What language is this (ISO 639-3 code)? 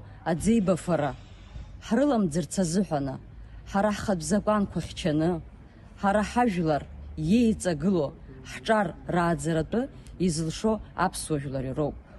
abk